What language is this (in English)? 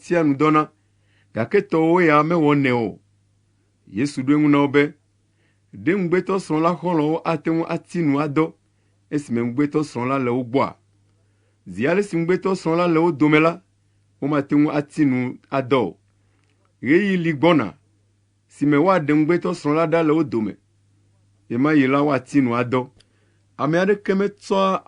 Ewe